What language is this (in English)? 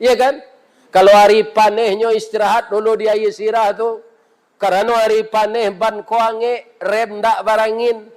Minangkabau